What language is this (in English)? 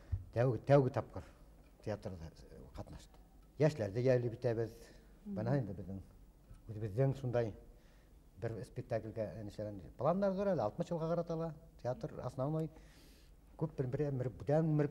Bashkir